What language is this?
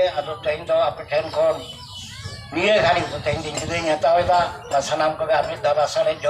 Santali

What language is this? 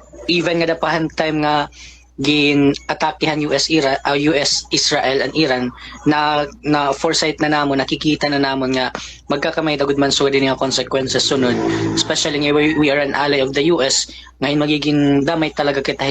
Waray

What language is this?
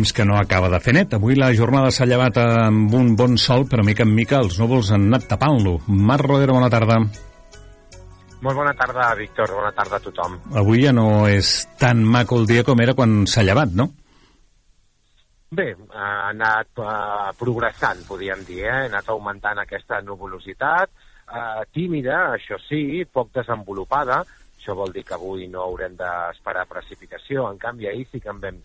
Catalan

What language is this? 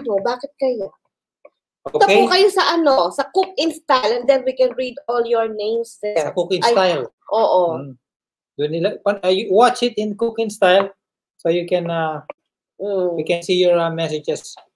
Filipino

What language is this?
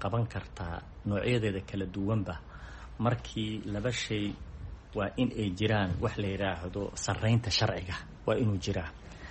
Somali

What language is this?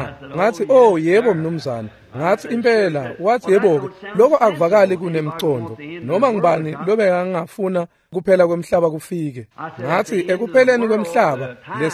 Swati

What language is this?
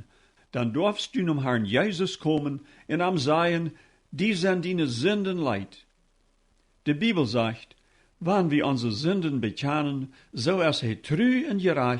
Plautdietsch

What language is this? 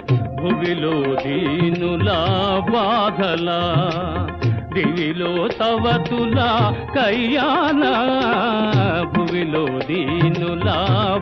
Telugu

